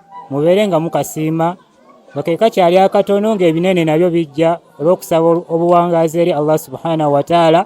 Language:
Ganda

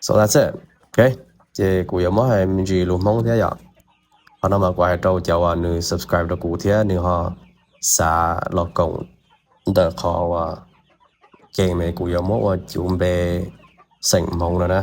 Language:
Hmong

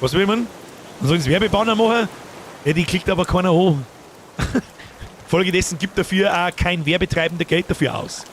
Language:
Bavarian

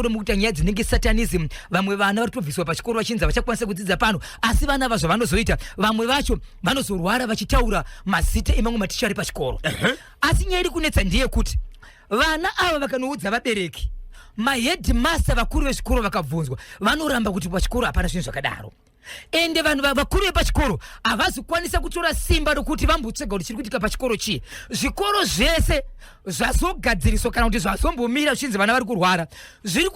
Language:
Shona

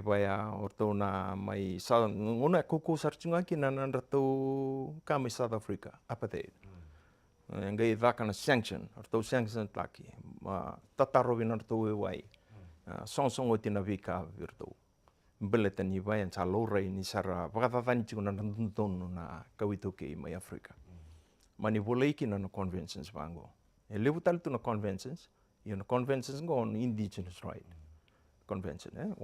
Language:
Fijian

